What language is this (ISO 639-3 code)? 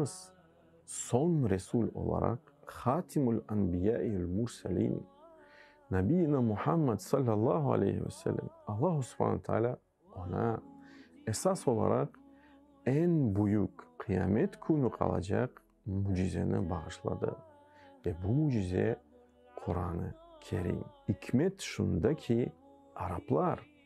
crh